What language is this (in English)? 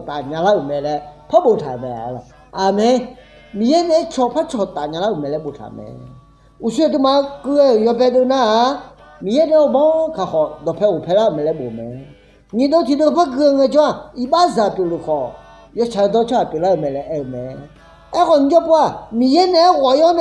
Akha